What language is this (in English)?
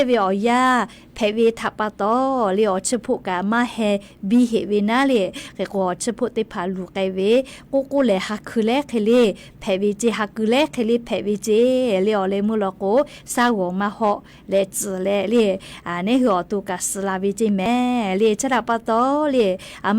Lahu